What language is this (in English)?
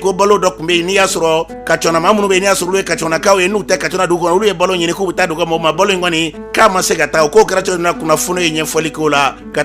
Bambara